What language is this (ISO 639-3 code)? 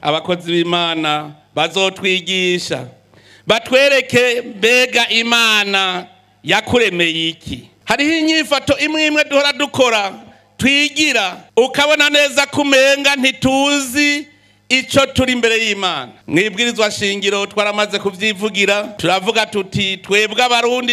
run